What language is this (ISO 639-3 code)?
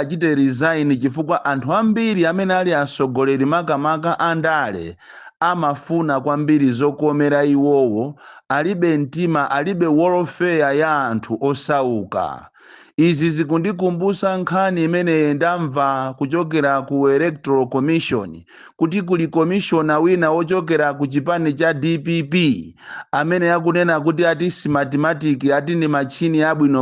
nya